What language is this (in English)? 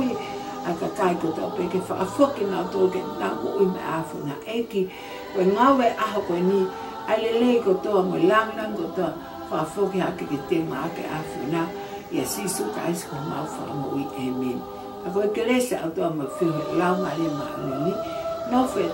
Tongan